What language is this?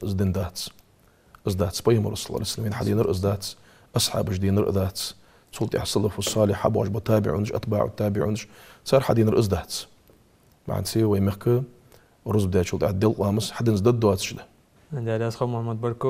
Ingush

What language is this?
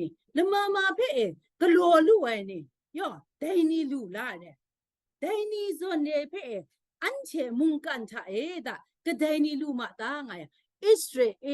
Kachin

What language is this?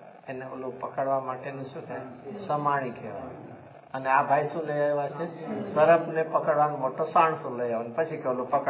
Gujarati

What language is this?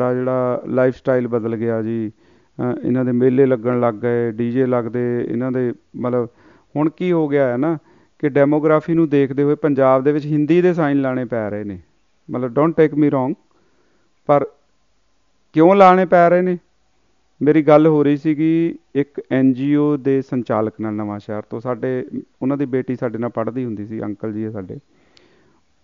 Punjabi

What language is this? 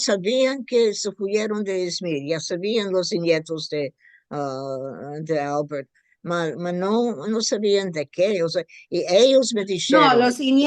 Ladino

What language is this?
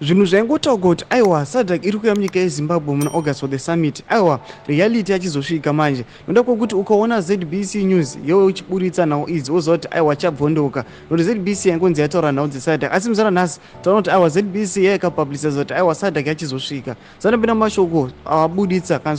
Shona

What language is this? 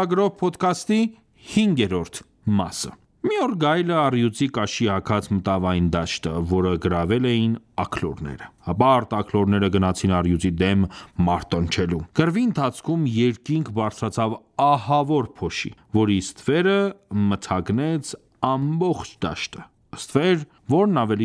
Armenian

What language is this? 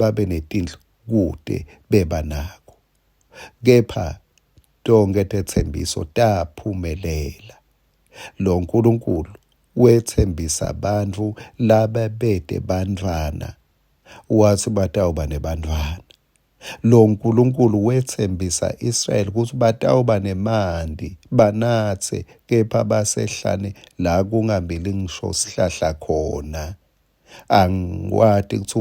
Swati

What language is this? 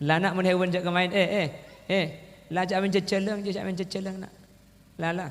Madurese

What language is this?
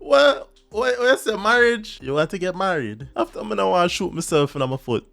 Jamaican Creole English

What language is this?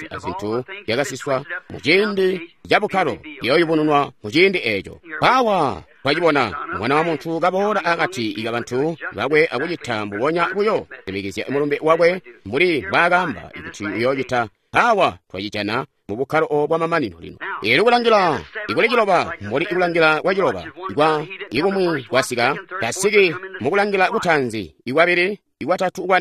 Tonga (Zambia)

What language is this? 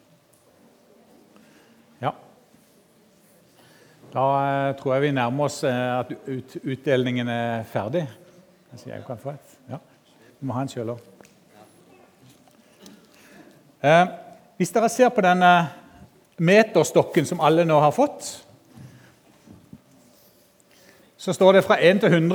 Norwegian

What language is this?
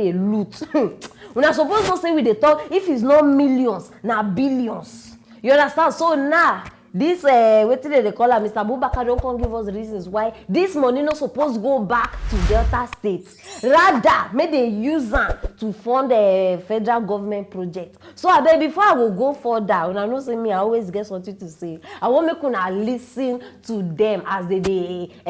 Nigerian Pidgin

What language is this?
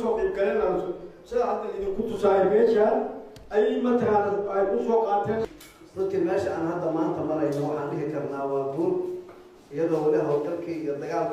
Somali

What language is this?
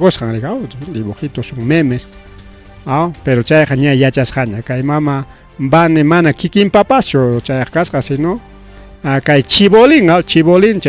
Ayacucho Quechua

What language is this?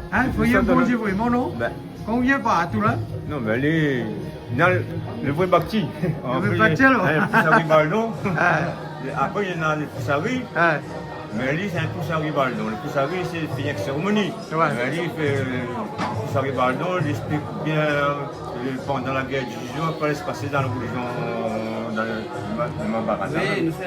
Réunion Creole French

